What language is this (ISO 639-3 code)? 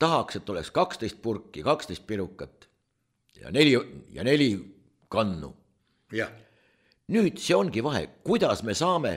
est